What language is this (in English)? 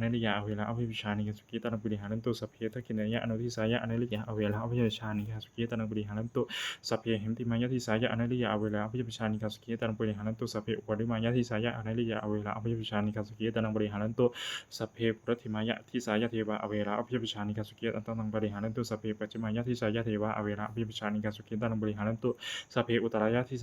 Pali